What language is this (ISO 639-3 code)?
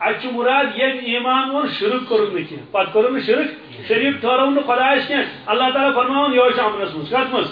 kas